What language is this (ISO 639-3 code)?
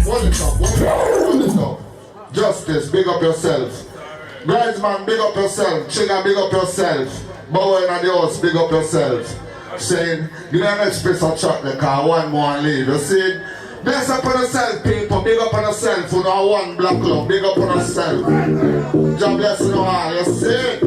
jam